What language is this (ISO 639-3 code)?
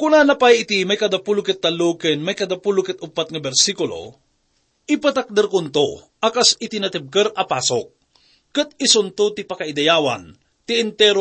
ilo